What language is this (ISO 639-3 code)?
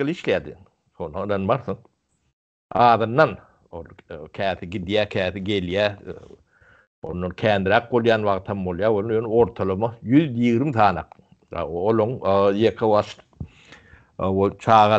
tuk